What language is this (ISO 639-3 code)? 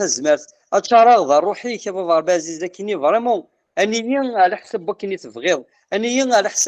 kab